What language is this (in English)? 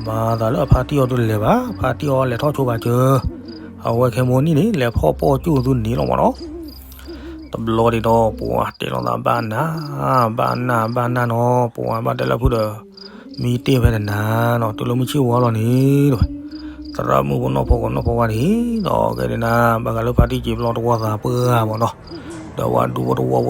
S'gaw Karen